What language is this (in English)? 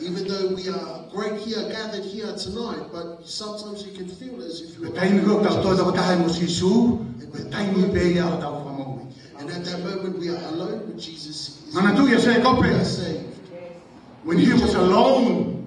Tongan